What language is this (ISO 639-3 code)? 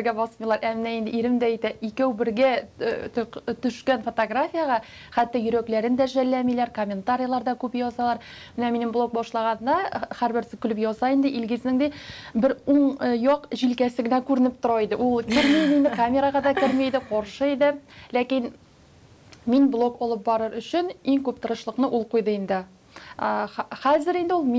tat